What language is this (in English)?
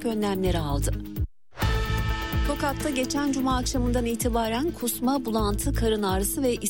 Turkish